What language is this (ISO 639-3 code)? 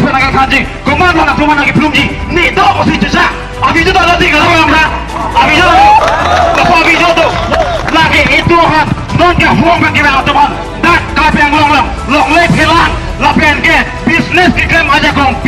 mjw